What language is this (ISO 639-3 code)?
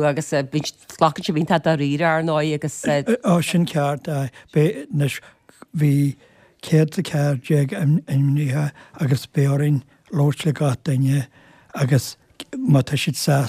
gle